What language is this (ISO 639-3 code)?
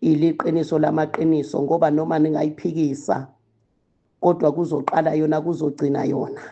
zul